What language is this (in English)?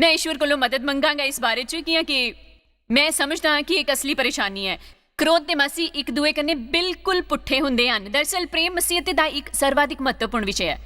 Dogri